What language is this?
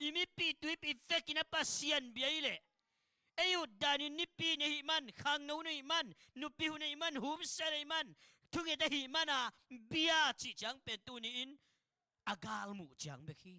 Tedim Chin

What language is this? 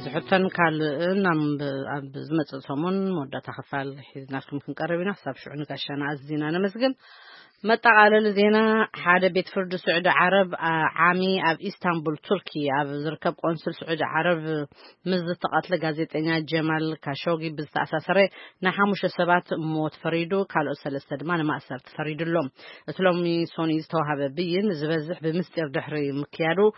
Tigrinya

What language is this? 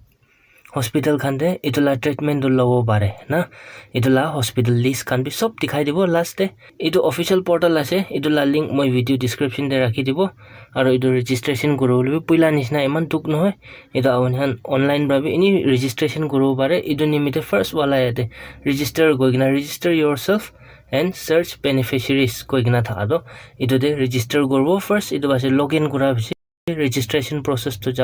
Naga Pidgin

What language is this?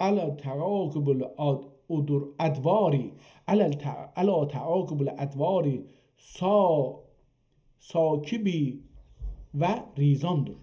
South Azerbaijani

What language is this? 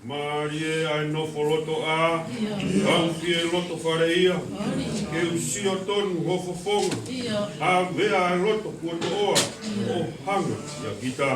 Tongan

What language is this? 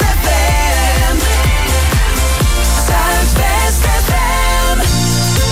Dutch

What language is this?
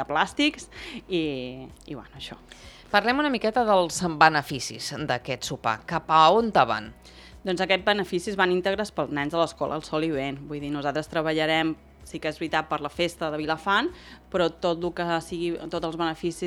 Catalan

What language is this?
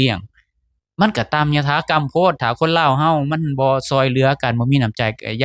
Lao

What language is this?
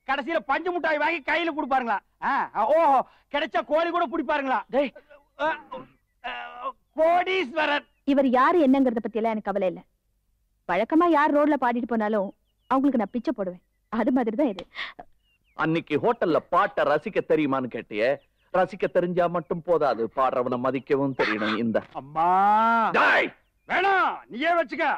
Tamil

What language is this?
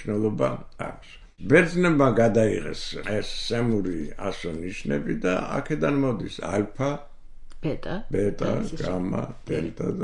Georgian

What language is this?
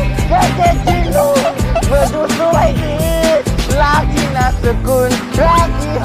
Thai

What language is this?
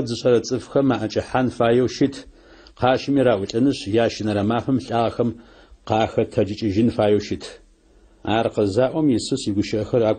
Adyghe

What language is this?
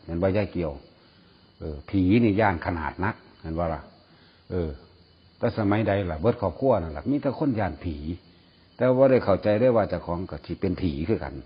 Northeastern Thai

